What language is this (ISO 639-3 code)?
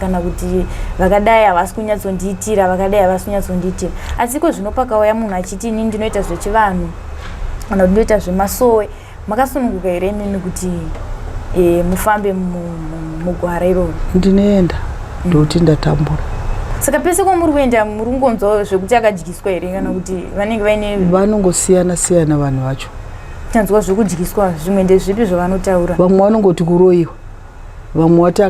sna